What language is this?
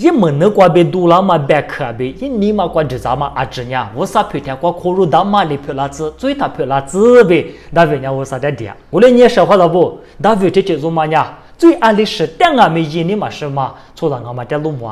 Lisu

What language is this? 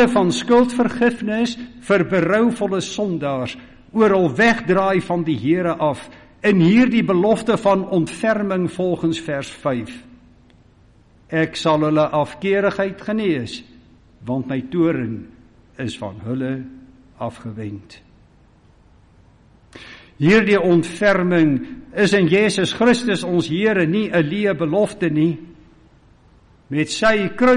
Afrikaans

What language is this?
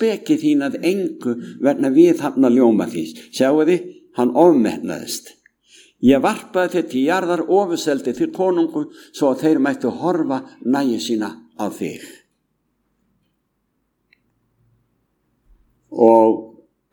Icelandic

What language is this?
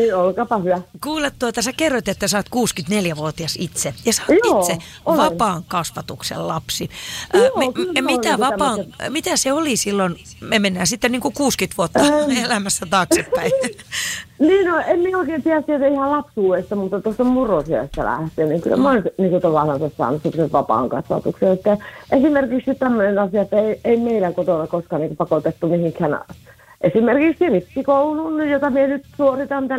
Finnish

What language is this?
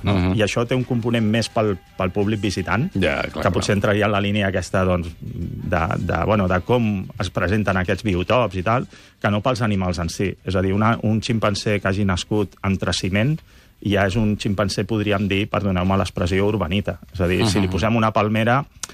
Catalan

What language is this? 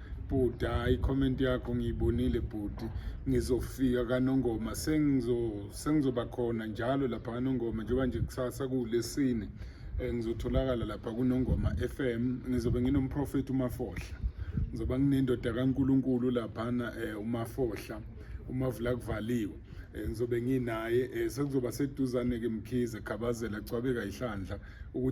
Zulu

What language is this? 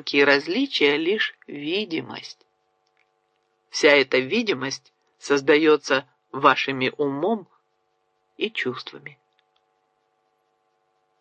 Russian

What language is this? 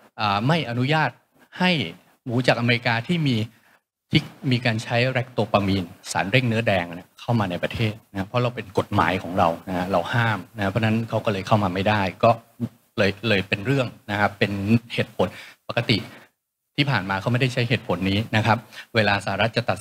Thai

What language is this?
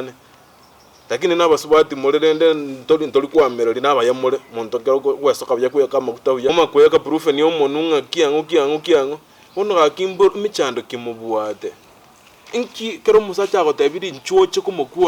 Gusii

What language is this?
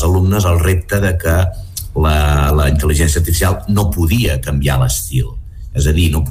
Catalan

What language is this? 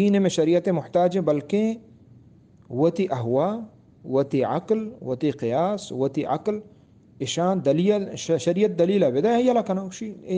Eastern Balochi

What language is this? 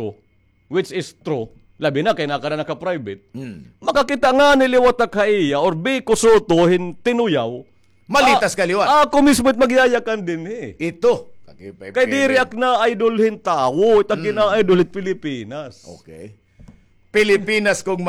Waray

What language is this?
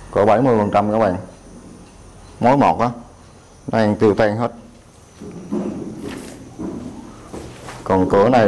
Vietnamese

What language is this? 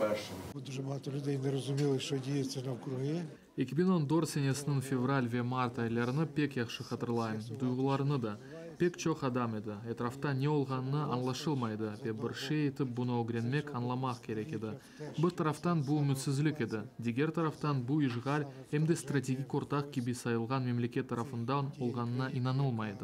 Crimean Tatar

